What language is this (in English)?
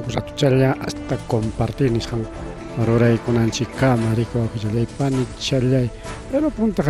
Ayacucho Quechua